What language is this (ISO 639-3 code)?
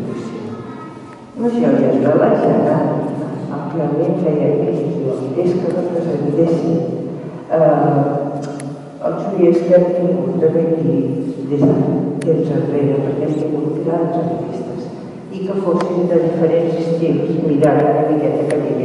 cat